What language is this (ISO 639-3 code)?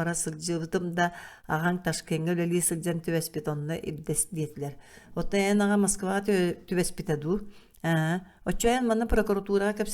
sah